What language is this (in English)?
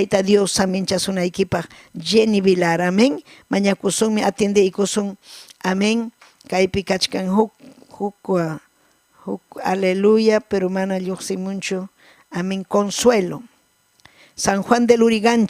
Ayacucho Quechua